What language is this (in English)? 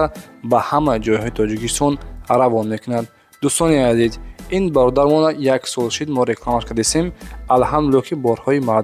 Tajik